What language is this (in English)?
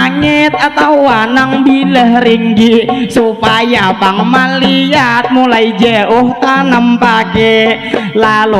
Banjar